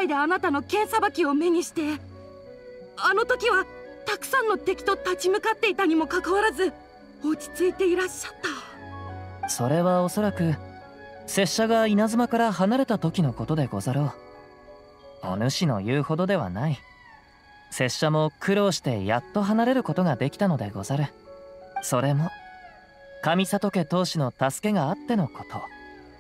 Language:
Japanese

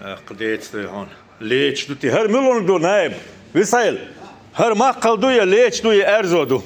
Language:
Chechen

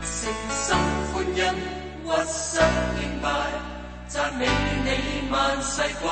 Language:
Cantonese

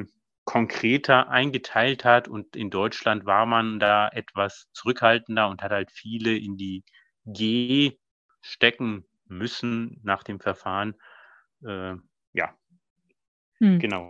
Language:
German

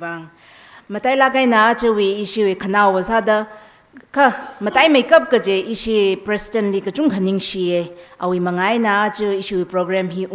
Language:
Tangkhul Naga (India)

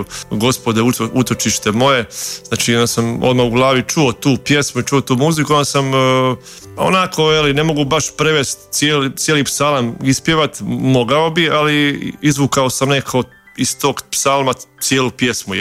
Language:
Croatian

